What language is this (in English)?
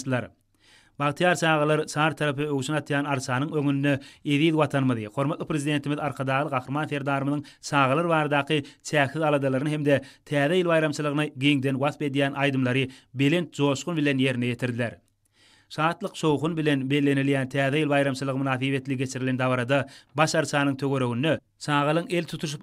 Turkmen